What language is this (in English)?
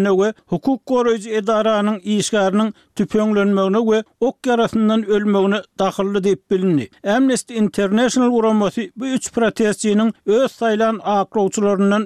Turkmen